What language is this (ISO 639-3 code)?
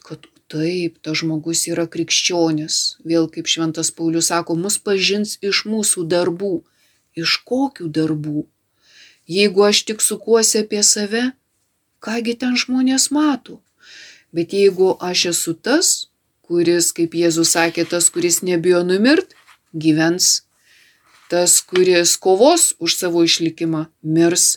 lit